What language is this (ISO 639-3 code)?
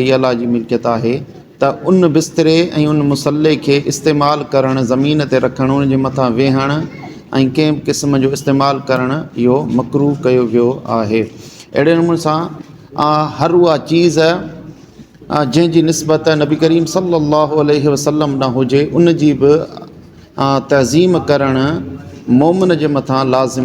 snd